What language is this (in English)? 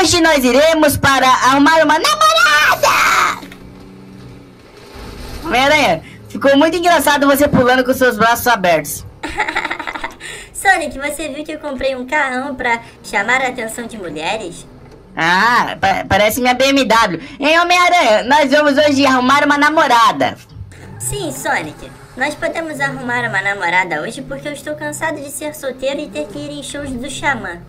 Portuguese